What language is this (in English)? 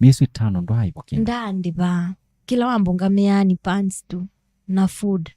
Kamba